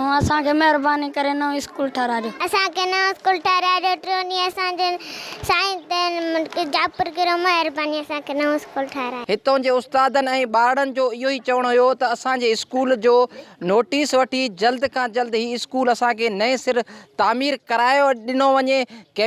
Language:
Sindhi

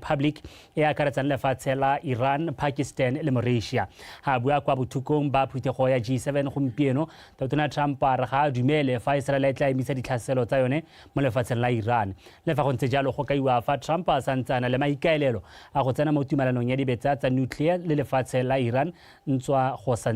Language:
Tswana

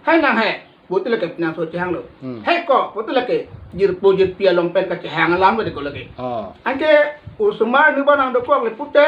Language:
Karbi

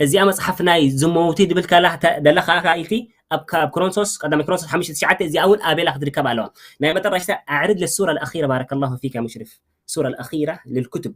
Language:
Tigrinya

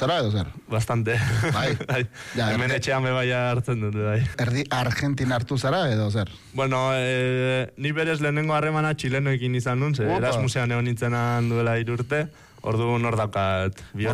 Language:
Basque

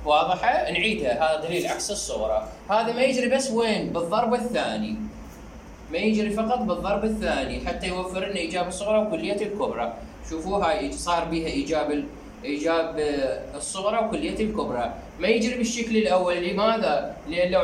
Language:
Mesopotamian Arabic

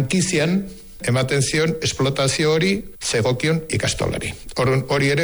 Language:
Basque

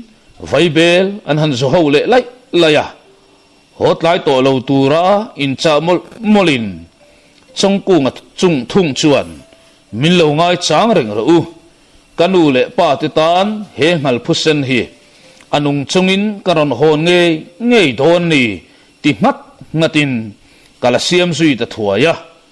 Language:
Mizo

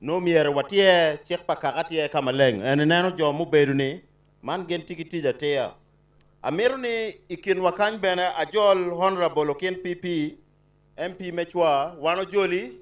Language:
Acoli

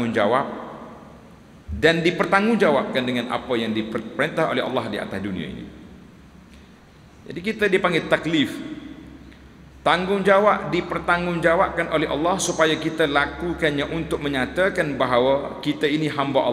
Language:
Malay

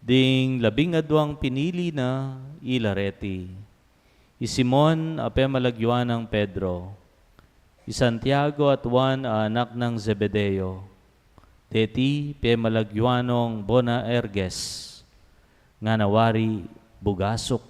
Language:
Pampanga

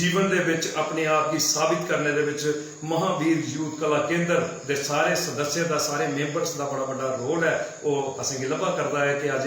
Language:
Dogri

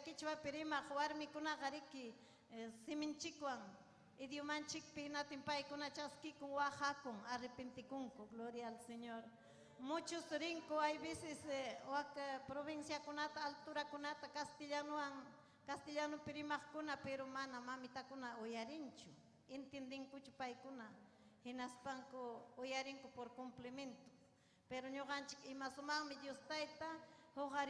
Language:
Ayacucho Quechua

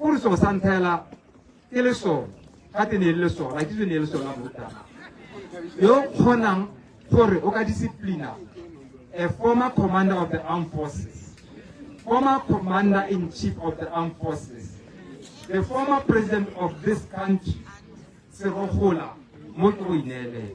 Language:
Tswana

